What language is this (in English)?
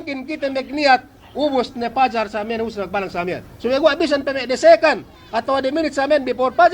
Yakan